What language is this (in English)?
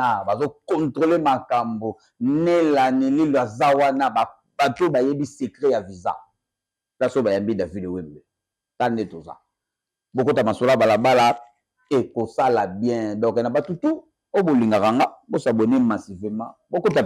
Lingala